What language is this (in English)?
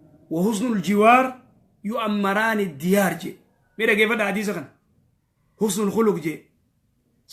Oromo